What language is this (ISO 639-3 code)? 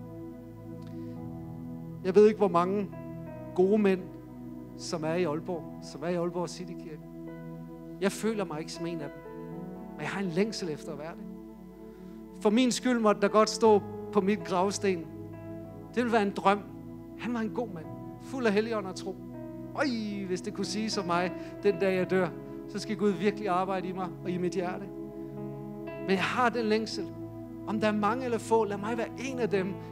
dan